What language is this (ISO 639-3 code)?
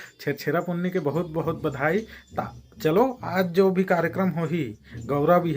hne